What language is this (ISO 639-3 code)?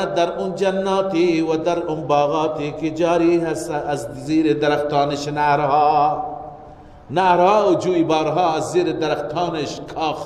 fas